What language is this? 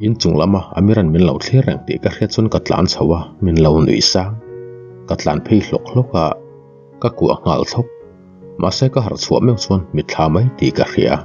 Mizo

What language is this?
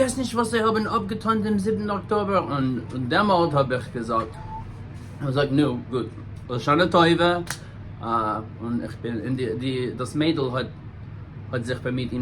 Yiddish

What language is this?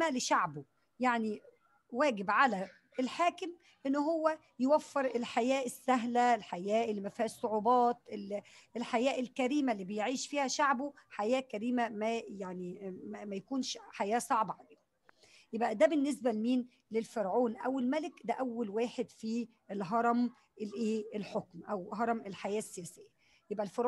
Egyptian Arabic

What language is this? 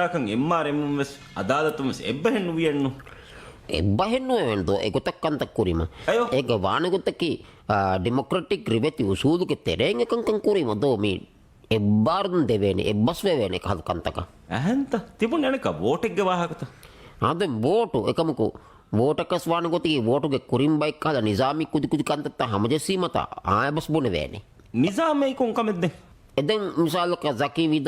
Divehi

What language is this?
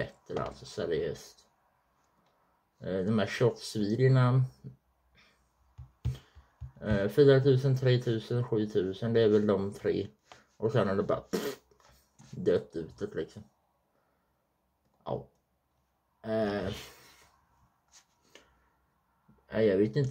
Swedish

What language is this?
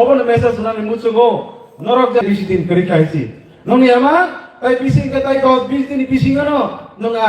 Kok Borok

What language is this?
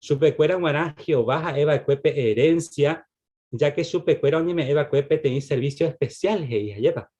Guarani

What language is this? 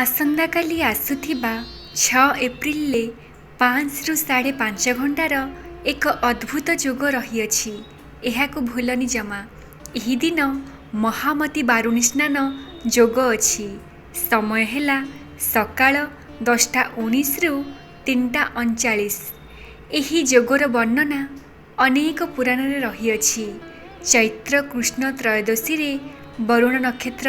Odia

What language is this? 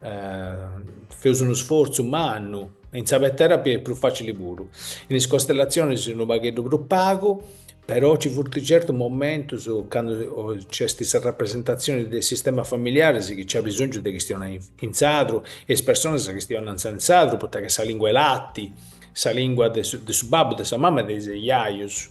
Sardinian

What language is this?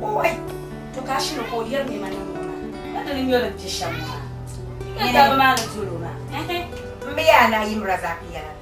Dagbani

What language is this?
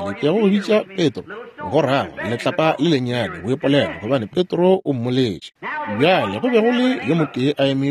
Northern Sotho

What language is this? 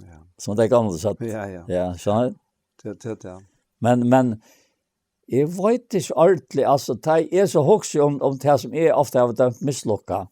Faroese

